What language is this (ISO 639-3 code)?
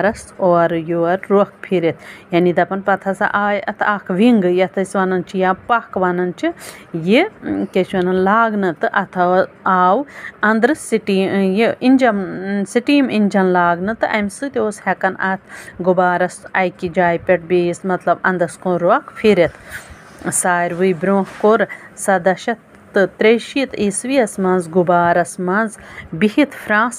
kas